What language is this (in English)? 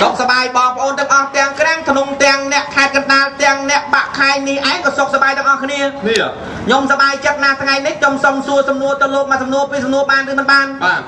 Khmer